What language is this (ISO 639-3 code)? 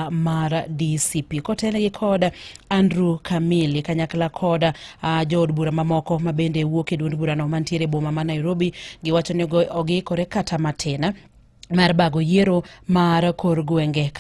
luo